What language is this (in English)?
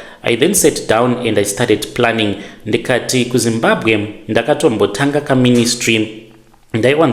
Shona